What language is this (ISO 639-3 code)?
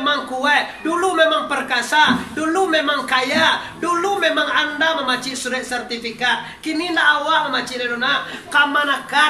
min